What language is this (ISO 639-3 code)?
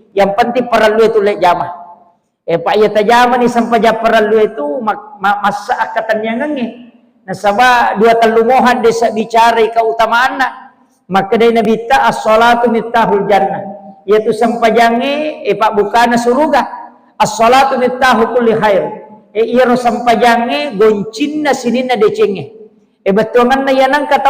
bug